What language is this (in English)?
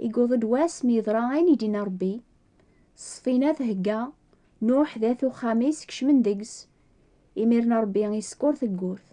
Kabyle